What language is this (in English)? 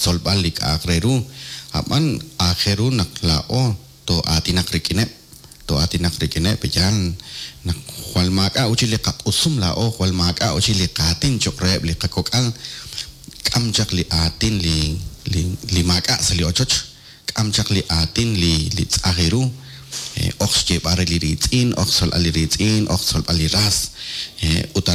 Kekchí